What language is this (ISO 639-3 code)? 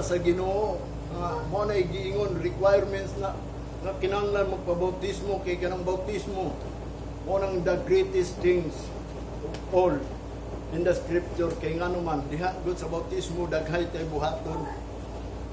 ceb